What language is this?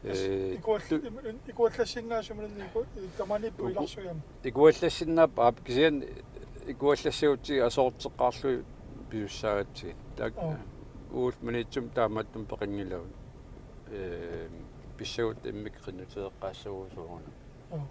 Kalaallisut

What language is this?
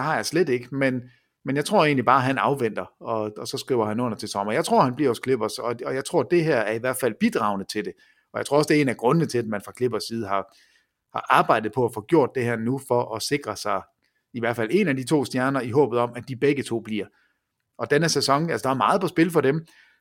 Danish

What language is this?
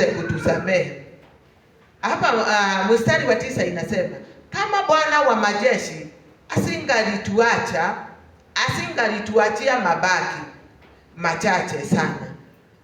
Swahili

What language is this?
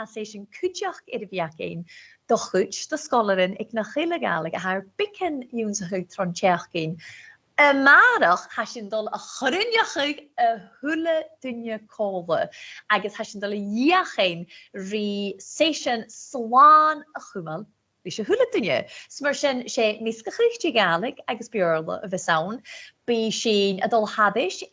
Scottish Gaelic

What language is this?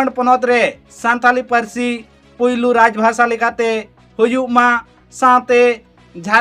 Santali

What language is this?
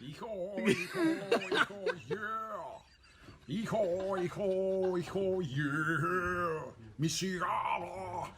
Kalaallisut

